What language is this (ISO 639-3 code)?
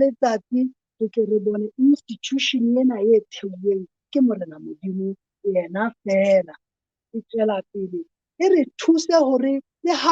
sot